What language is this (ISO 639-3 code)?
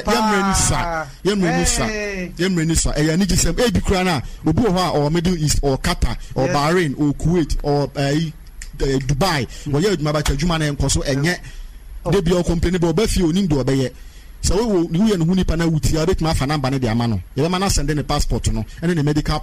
aka